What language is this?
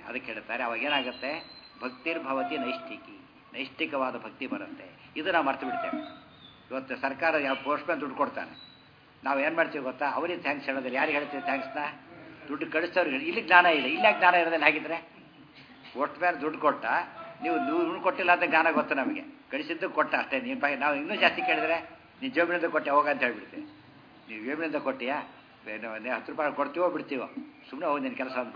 Kannada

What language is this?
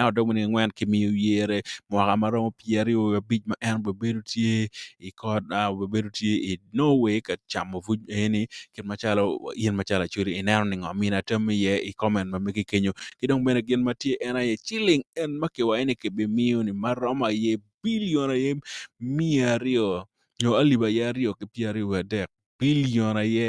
Acoli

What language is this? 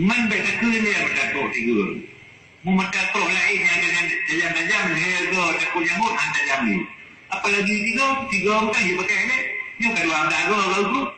Achinese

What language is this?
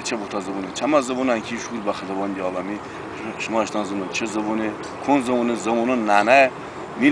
Talysh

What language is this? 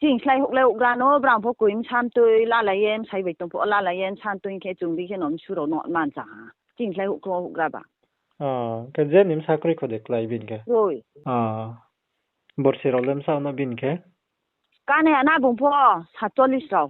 Riang (India)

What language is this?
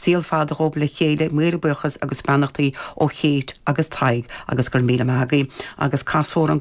Irish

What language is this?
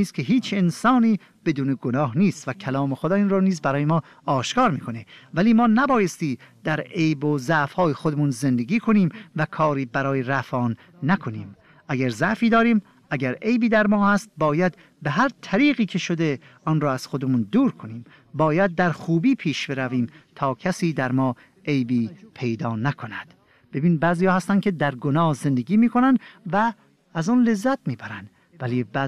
Persian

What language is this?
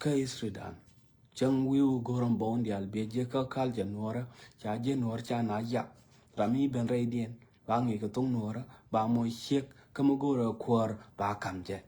Nuer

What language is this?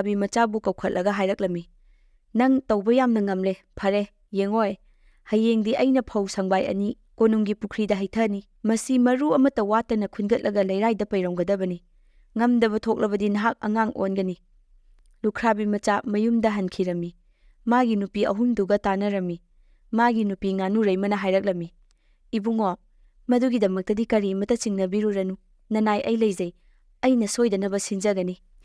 Manipuri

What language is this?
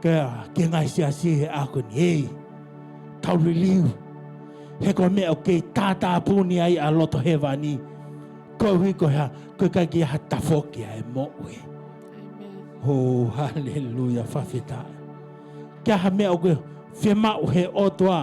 Tongan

